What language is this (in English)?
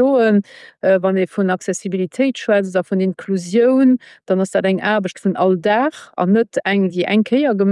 Luxembourgish